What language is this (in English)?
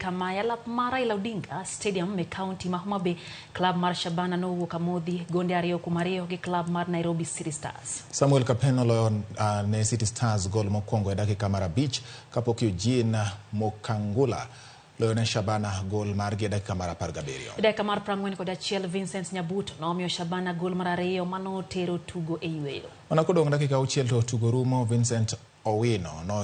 Luo (Kenya and Tanzania)